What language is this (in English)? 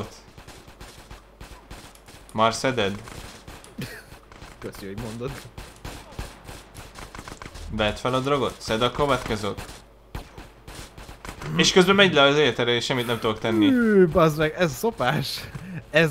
Hungarian